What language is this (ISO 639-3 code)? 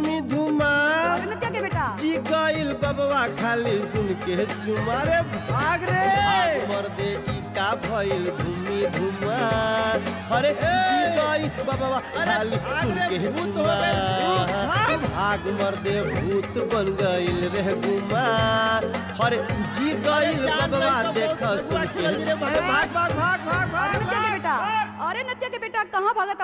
bho